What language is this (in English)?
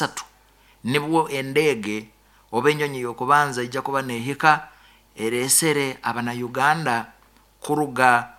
Nyoro